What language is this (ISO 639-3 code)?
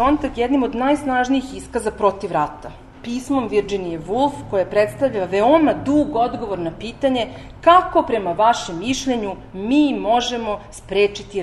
srp